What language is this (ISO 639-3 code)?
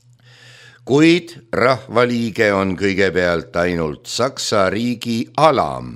est